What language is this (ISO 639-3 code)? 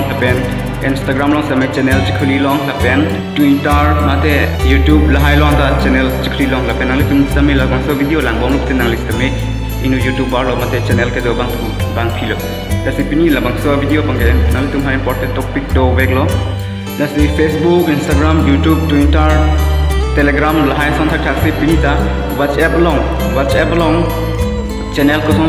mjw